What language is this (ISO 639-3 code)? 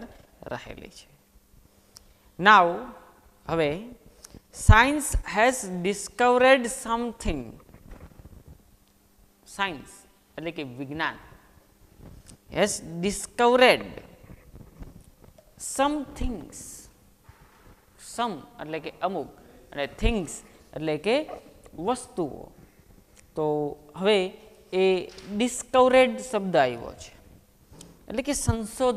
guj